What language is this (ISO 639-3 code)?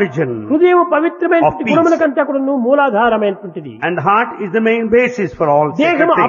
tel